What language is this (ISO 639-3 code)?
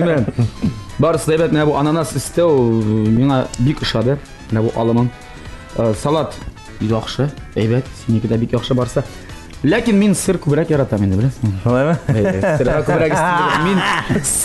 tat